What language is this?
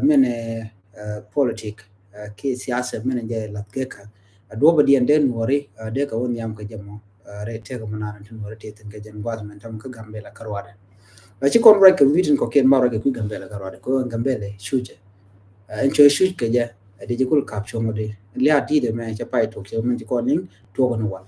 Nuer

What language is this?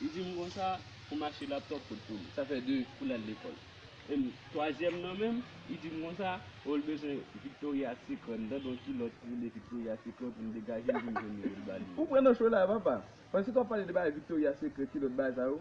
Haitian Creole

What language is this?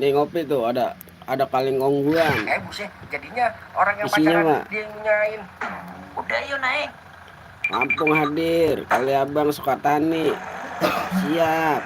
Betawi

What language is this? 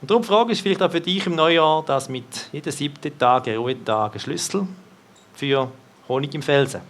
Swiss German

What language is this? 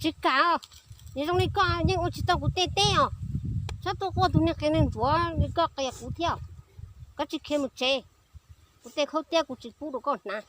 Hmong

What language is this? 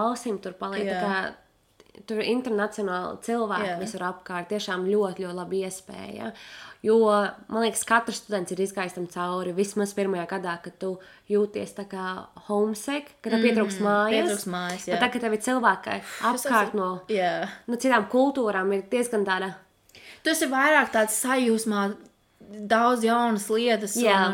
Latvian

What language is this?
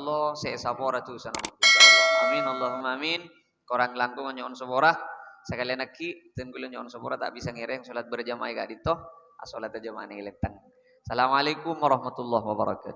Madurese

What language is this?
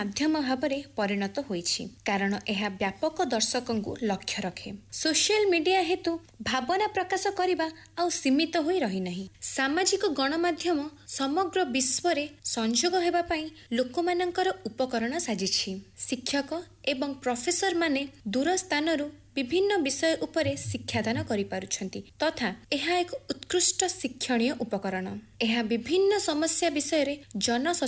Odia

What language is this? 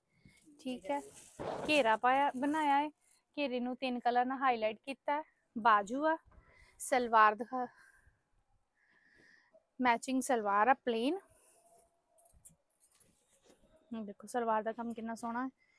Punjabi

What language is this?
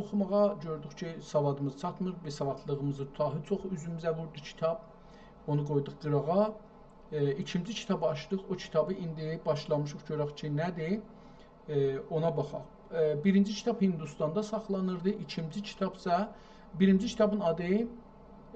South Azerbaijani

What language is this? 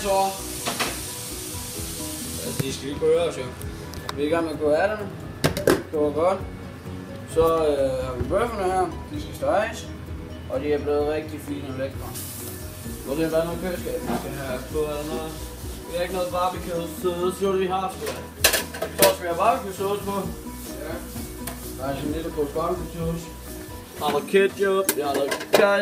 Danish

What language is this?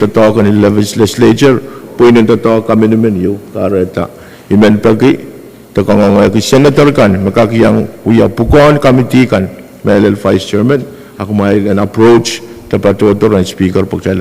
Pohnpeian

